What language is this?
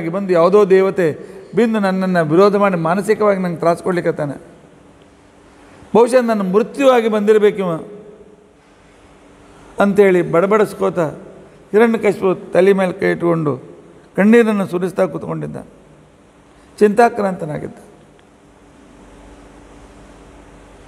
Kannada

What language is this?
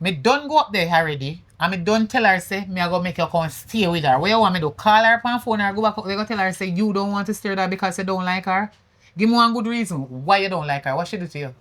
Jamaican Creole English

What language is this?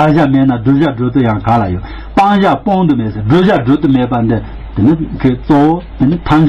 Tibetan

